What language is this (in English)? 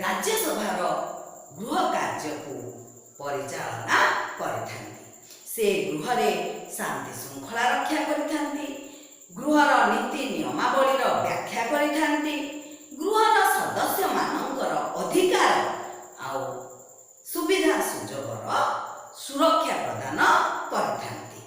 Odia